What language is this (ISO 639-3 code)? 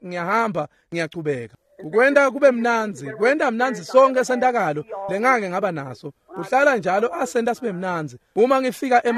ssw